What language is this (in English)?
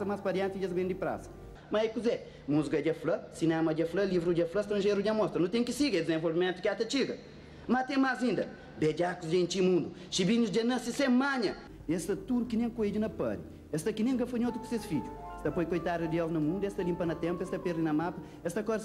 Kabuverdianu